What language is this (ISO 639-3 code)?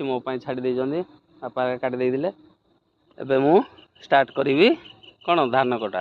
ori